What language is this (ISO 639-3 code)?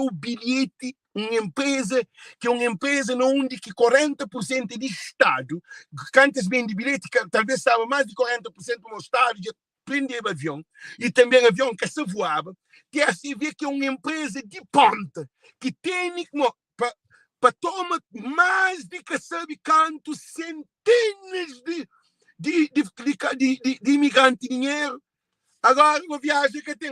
kea